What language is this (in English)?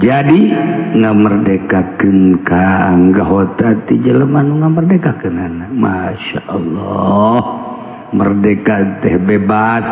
Sundanese